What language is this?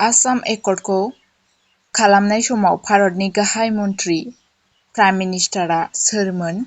Bodo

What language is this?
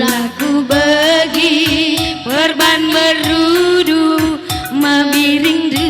Batak Karo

